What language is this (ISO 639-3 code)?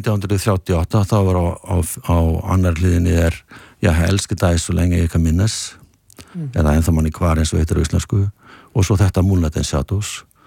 isl